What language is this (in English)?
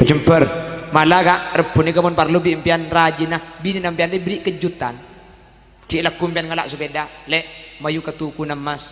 Madurese